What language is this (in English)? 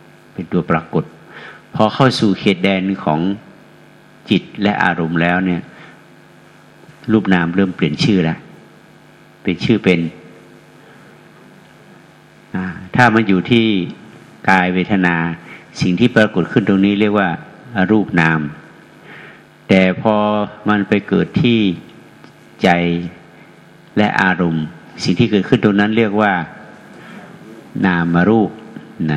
Thai